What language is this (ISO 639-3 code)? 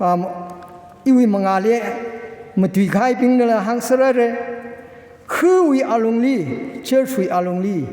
nmf